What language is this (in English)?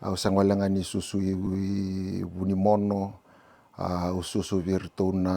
Fijian